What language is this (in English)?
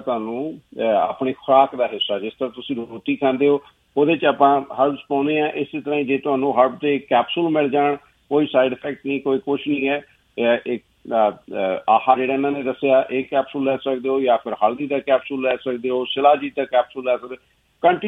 Punjabi